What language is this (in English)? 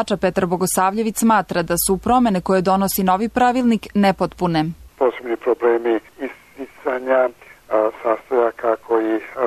Serbian